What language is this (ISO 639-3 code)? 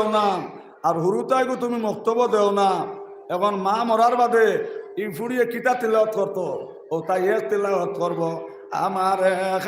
syl